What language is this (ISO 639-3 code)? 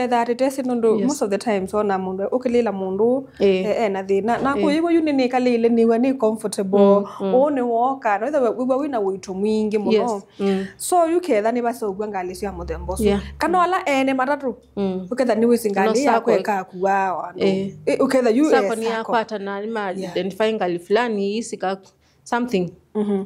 kam